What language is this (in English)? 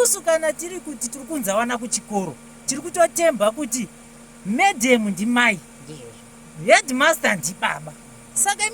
Shona